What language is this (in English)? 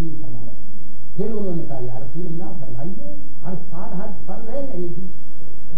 Urdu